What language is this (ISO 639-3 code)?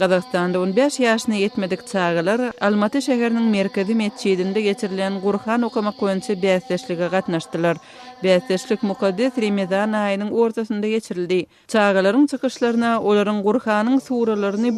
tuk